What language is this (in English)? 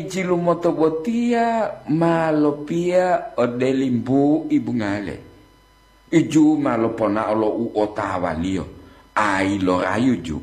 Gorontalo